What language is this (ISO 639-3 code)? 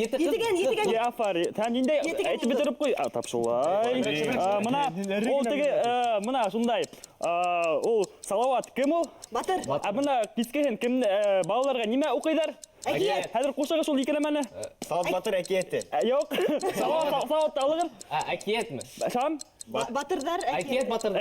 bak